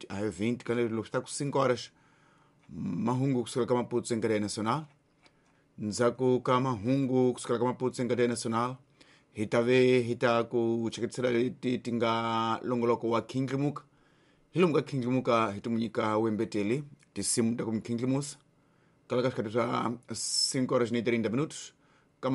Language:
Tsonga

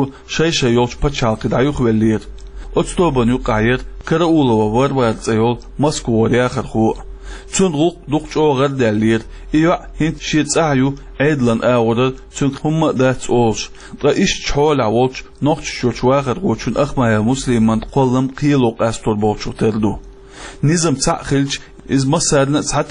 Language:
Chechen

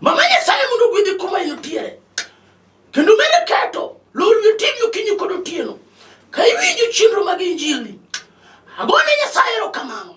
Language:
Luo (Kenya and Tanzania)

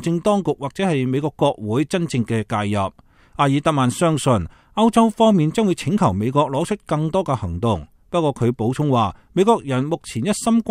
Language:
Cantonese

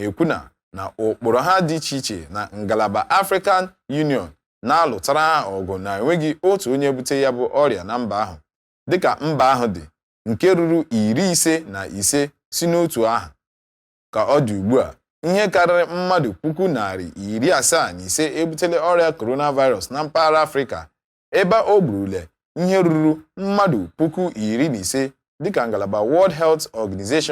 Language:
Igbo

